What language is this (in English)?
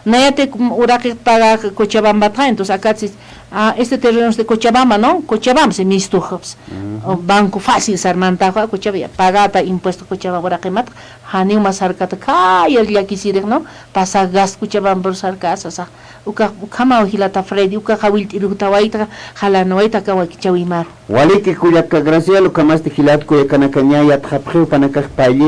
Aymara